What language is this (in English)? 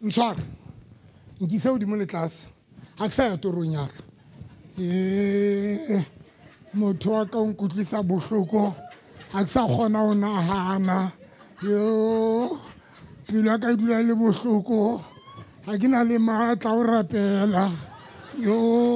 Southern Sotho